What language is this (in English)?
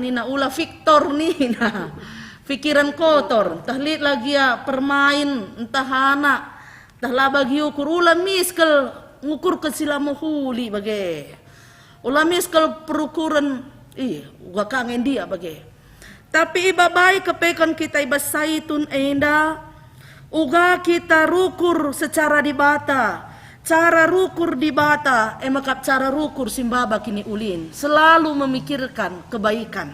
Batak Karo